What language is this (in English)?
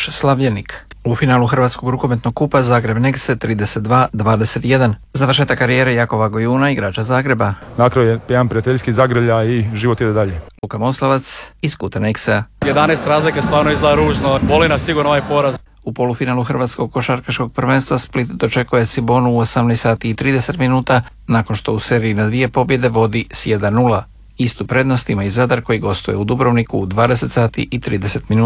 Croatian